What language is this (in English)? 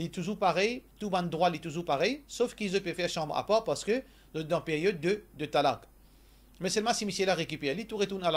Morisyen